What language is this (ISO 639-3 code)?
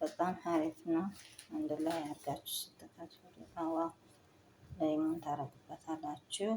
amh